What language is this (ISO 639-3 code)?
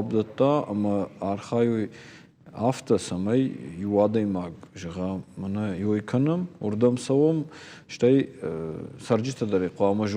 oss